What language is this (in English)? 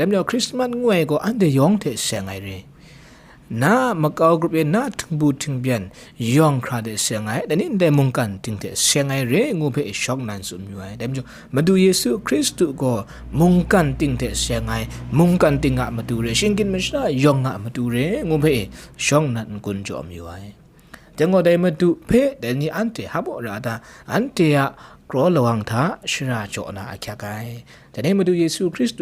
Kachin